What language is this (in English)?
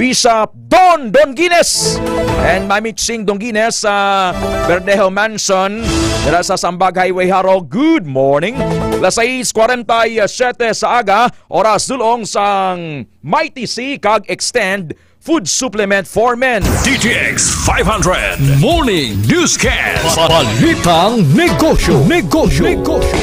Hiligaynon